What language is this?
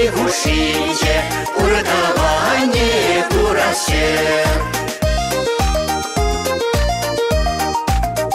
Chuvash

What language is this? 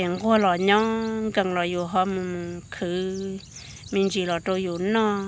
Hmong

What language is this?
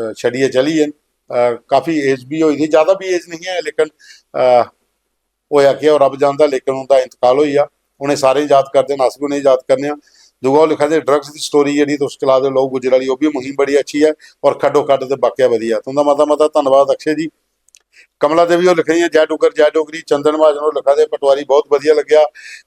Dogri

